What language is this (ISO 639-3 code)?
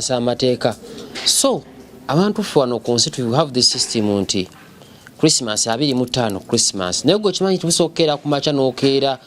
lug